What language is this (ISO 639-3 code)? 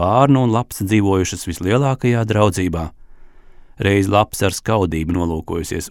lav